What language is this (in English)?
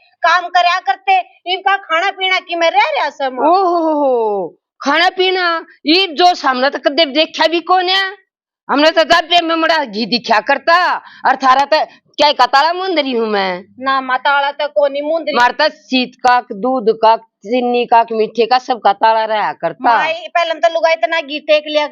Haryanvi